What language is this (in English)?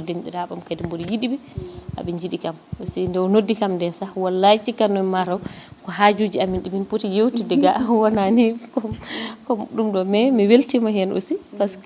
Fula